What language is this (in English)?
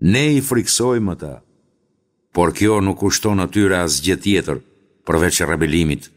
Albanian